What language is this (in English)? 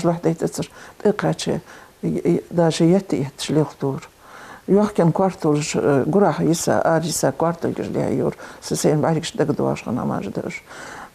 Ingush